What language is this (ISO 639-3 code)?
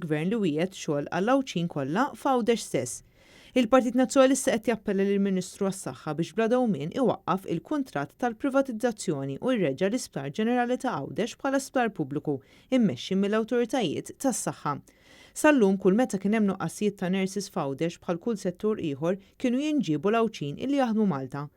mlt